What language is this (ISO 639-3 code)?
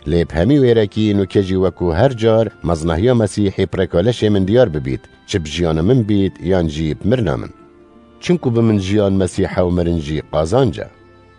kur